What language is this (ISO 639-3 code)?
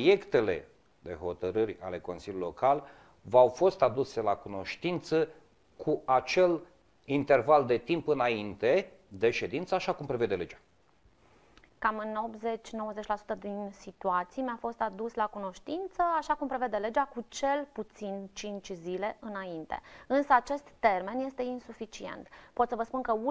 ron